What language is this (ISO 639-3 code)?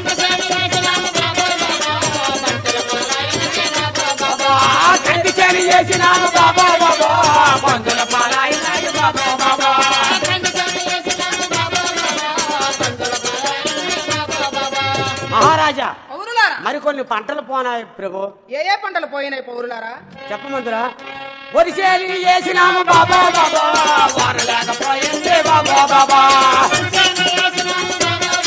tel